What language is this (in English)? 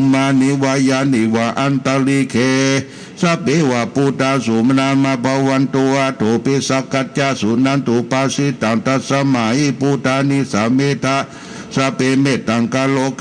Pali